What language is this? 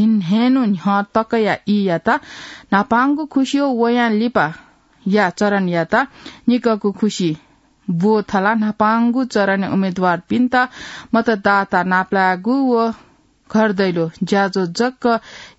Newari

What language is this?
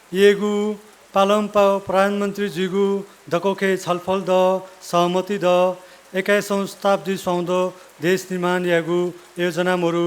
Newari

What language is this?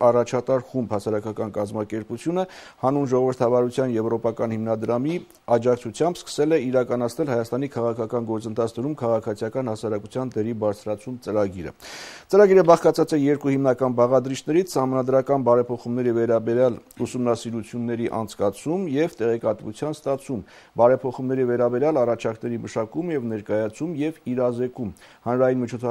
Armenian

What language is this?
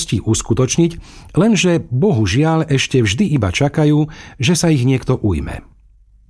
Slovak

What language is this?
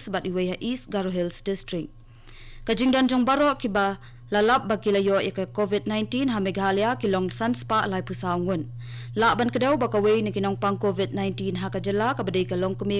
Khasi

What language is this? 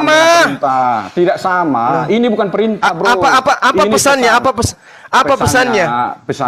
Indonesian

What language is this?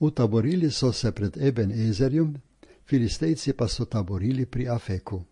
Slovenian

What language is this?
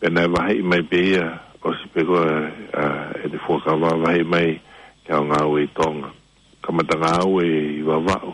Tongan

